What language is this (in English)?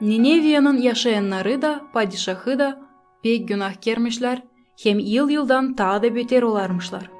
Gagauz